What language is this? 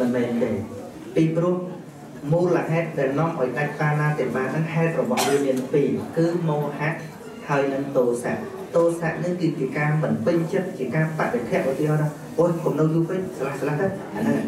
Khmer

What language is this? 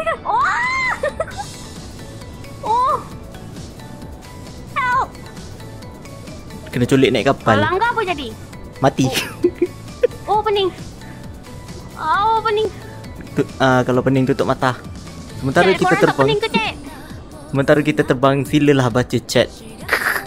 Malay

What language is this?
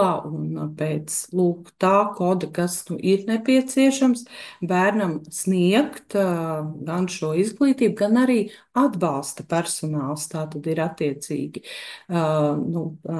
Latvian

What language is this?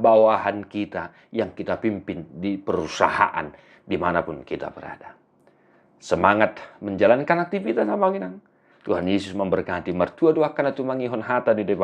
Batak Toba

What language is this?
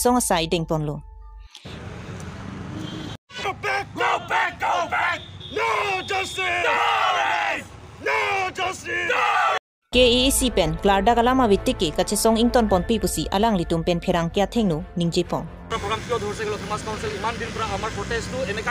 Karbi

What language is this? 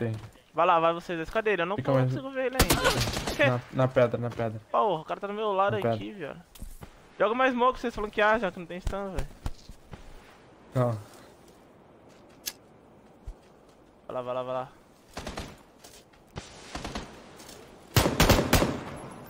Portuguese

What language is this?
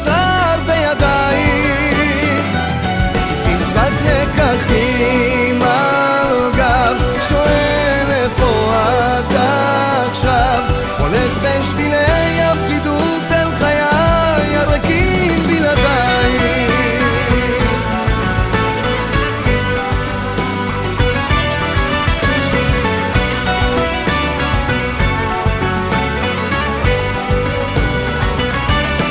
Hebrew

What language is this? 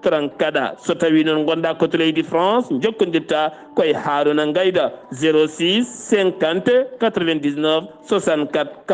Fula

